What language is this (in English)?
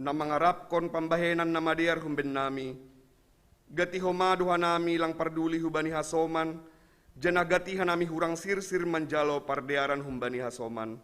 Batak Simalungun